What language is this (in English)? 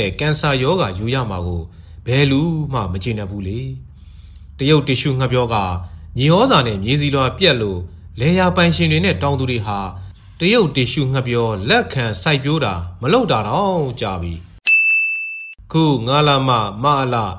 Burmese